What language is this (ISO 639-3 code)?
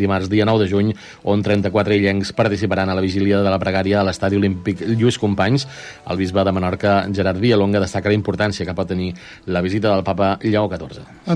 cat